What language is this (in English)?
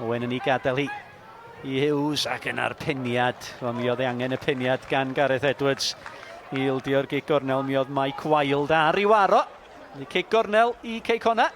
Welsh